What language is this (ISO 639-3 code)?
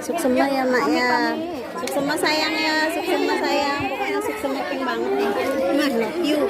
ban